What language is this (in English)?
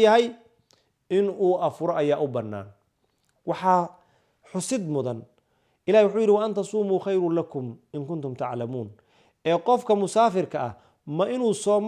Somali